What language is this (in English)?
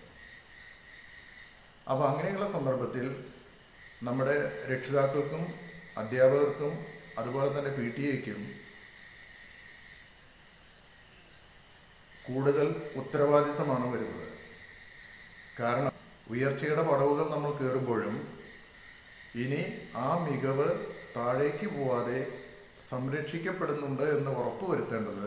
Malayalam